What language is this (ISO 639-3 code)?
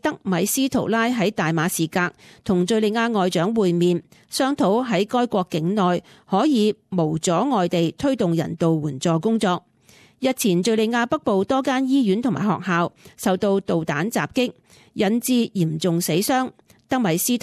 yue